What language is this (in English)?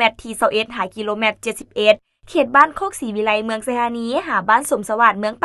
Lao